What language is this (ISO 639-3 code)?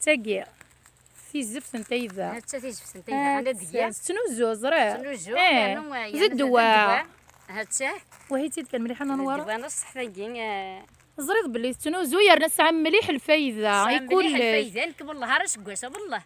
kab